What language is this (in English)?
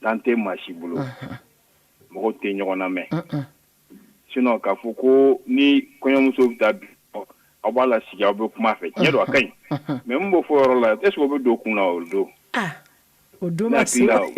Bambara